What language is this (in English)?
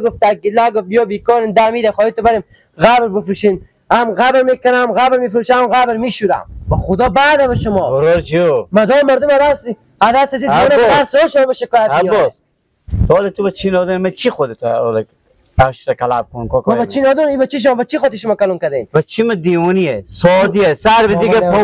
Persian